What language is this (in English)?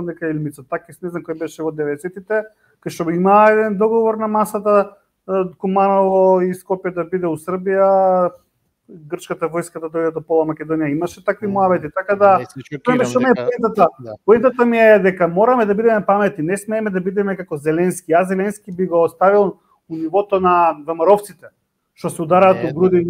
Macedonian